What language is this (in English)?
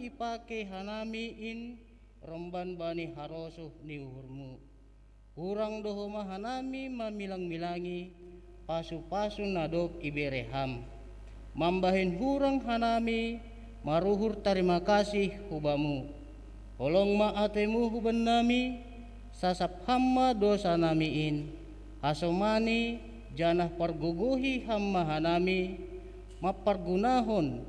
Batak Simalungun